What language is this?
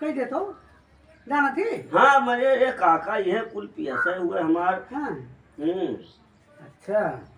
Awadhi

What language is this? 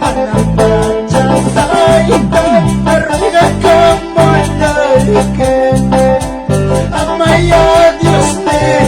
Quechua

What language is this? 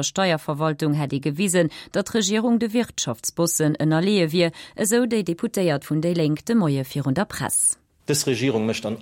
Luxembourgish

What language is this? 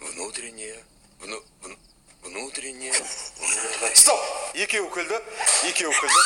Tatar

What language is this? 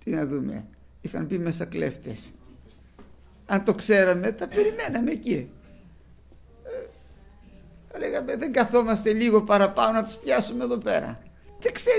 Greek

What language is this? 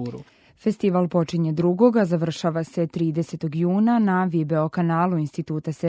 Serbian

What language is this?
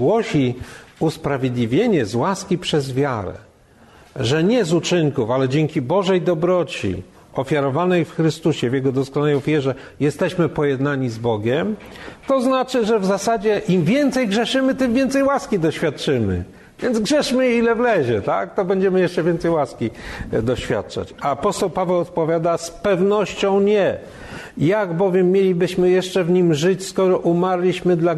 Polish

